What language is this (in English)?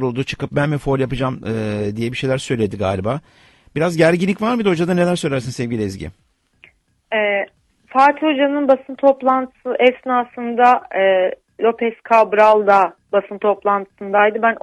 Turkish